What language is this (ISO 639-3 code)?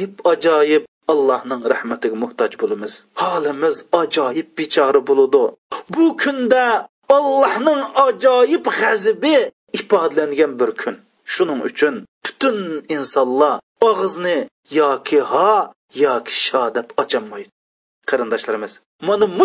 uig